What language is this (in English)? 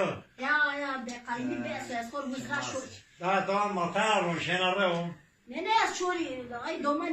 Zaza